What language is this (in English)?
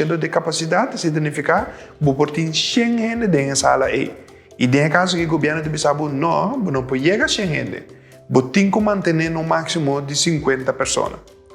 Papiamento